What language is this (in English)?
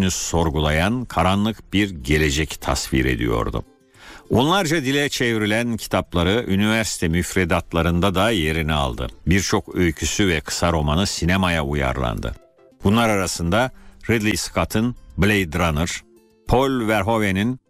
Turkish